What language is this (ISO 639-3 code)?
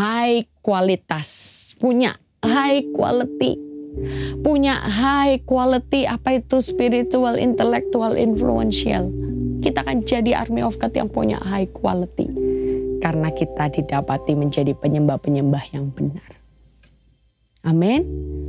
ind